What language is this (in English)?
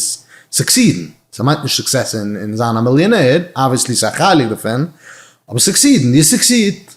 Yiddish